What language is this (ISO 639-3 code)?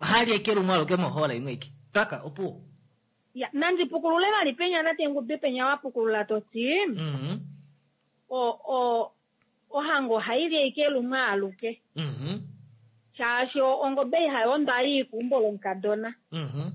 kua